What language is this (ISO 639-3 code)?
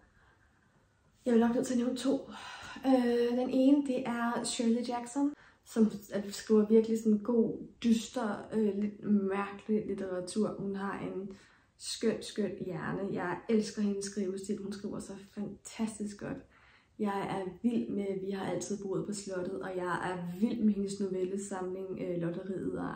dan